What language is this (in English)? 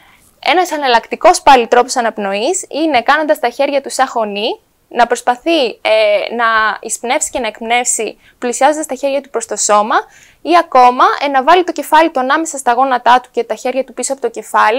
Greek